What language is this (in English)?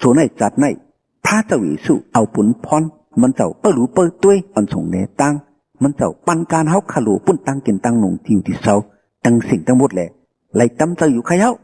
Shan